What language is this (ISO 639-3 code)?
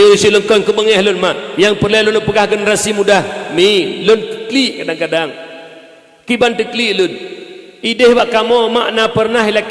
ace